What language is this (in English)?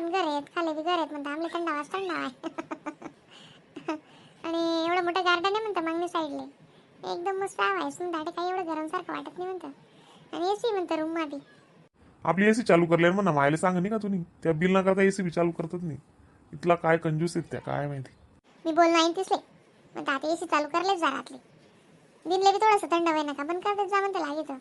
Khandesi